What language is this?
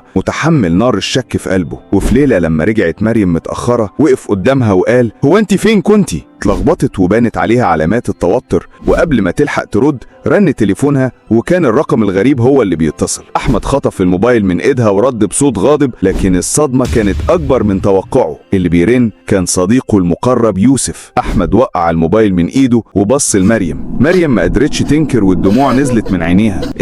Egyptian Arabic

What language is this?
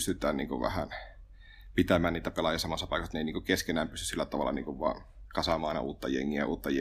Finnish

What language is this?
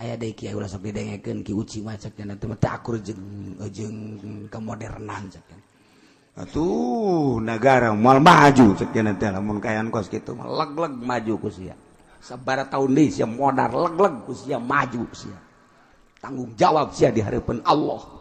Sundanese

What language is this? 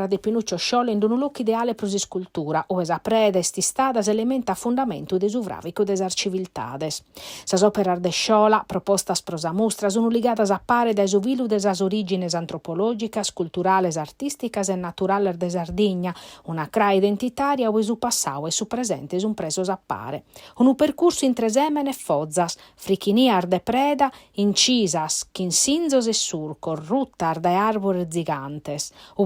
Sardinian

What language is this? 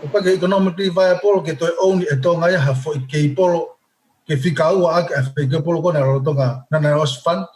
Tongan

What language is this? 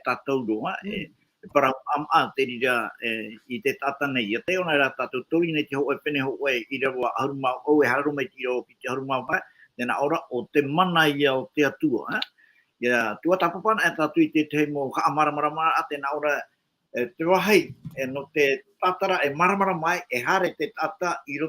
Tahitian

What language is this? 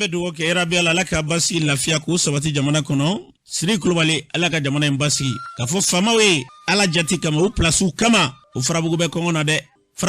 Bambara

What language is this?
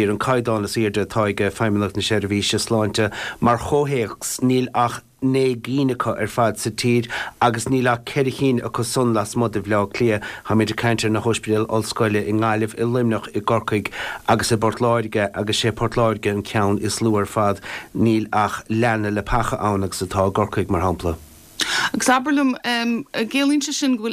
Irish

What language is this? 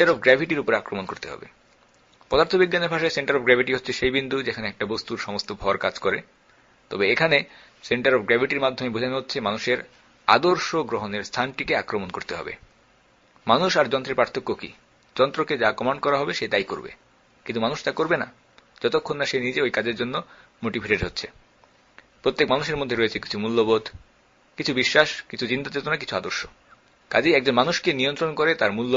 Bangla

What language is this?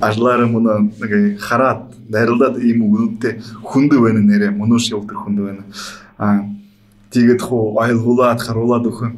Buriat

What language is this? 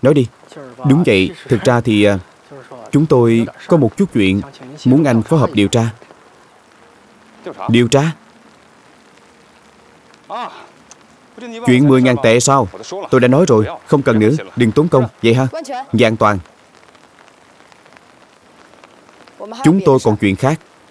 Vietnamese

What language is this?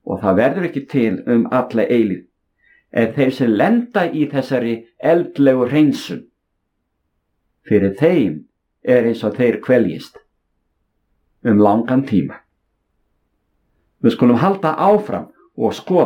Icelandic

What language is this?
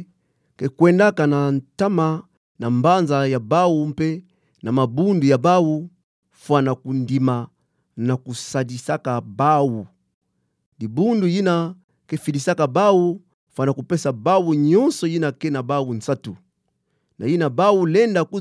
Kituba (Democratic Republic of Congo)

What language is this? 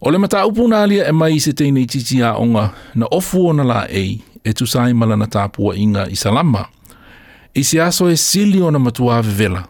Samoan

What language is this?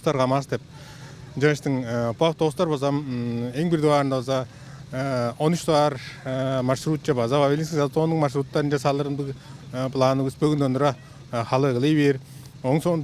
Tuvinian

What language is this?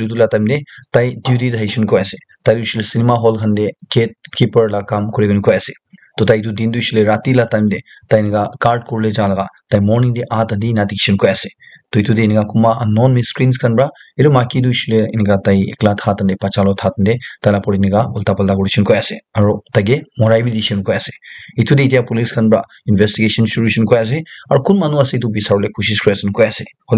Naga Pidgin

